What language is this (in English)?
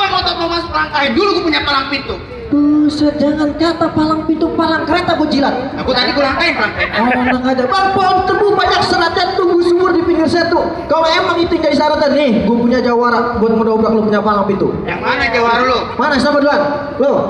Betawi